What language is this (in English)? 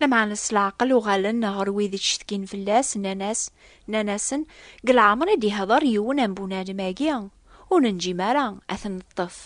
Kabyle